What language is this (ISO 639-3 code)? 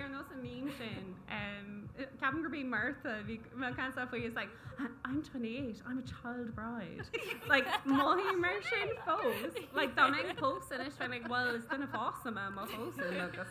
gle